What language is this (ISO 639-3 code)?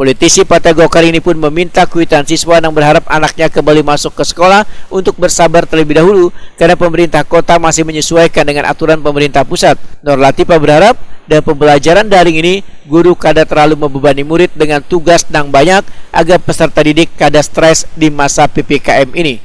bjn